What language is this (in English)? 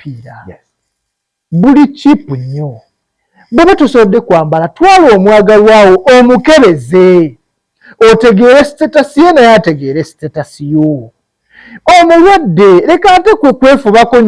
Ganda